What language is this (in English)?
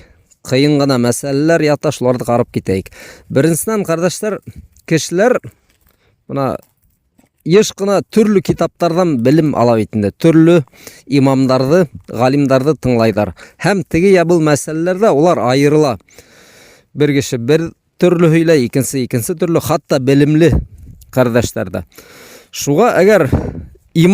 Bashkir